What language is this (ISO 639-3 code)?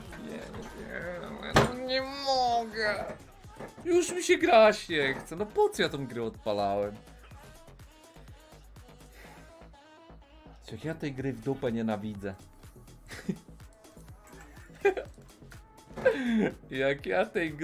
pol